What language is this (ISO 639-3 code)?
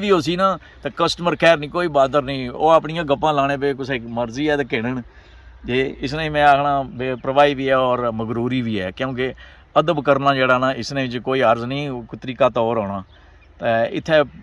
phr